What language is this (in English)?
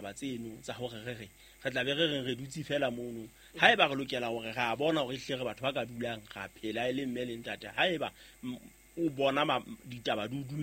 Southern Sotho